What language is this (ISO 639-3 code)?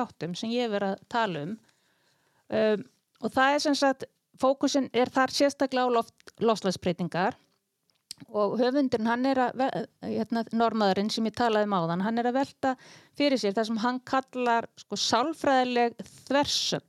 isl